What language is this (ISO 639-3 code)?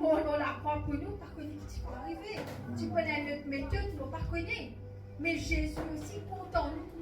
mfe